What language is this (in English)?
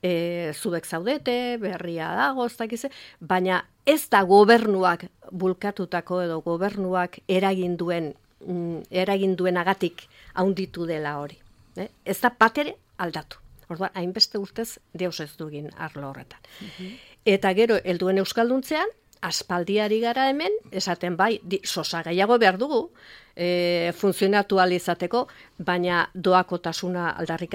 Basque